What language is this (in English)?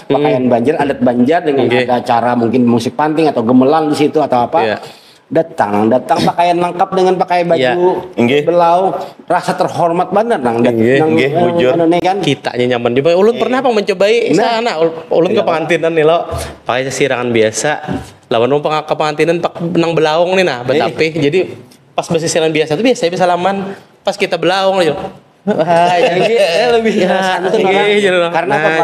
Banjar